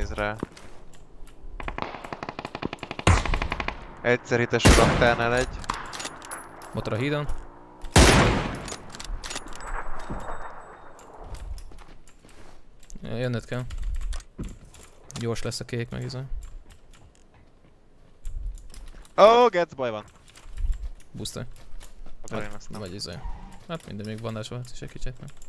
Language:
Hungarian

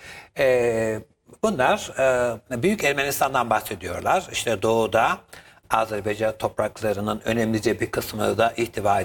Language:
Turkish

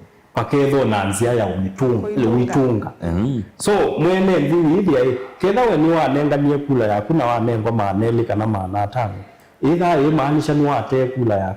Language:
Kamba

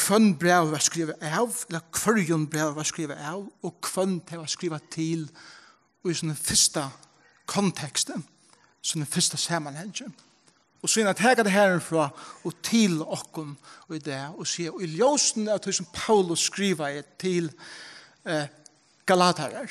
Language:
Faroese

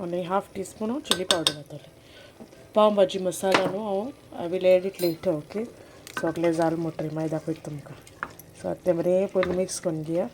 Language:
Konkani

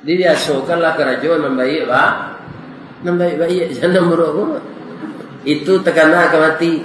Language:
Minangkabau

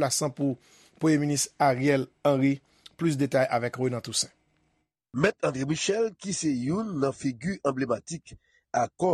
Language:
Haitian Creole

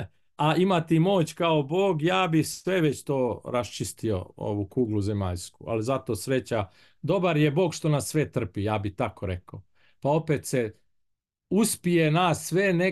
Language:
Bosnian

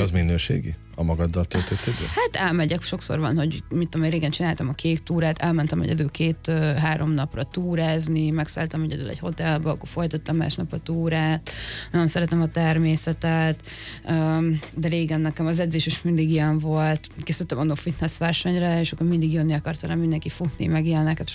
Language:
Hungarian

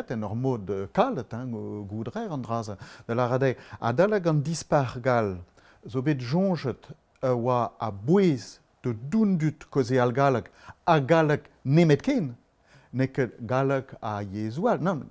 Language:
Breton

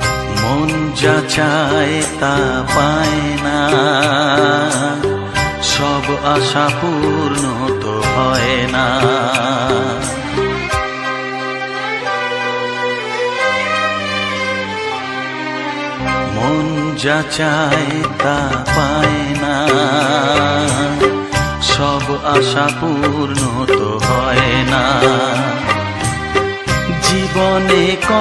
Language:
Bangla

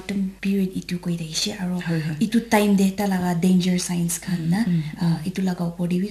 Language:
Naga Pidgin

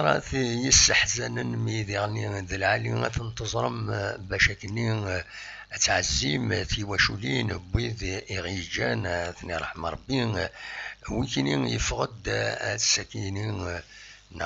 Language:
Kabyle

